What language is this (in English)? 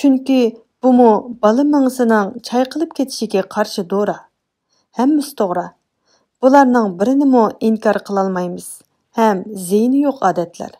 Uyghur